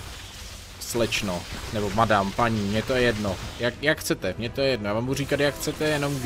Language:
Czech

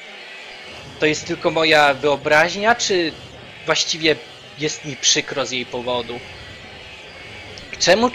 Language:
Polish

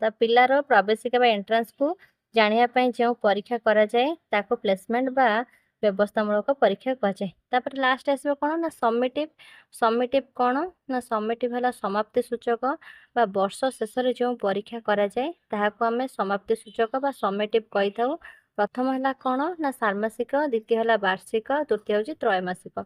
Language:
Odia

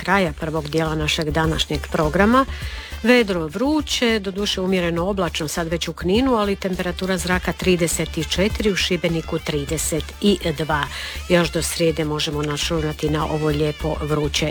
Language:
Croatian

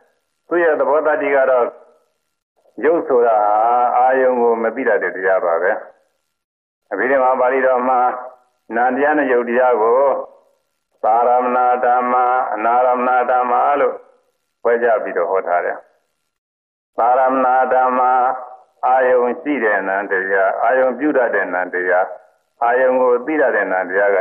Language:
Burmese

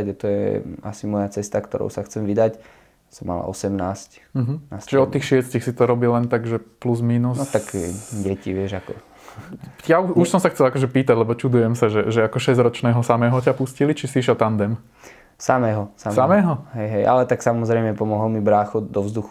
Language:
Slovak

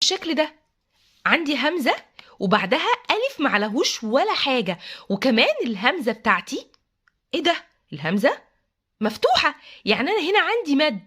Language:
Egyptian Arabic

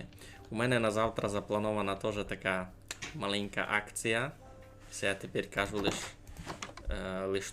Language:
Rusyn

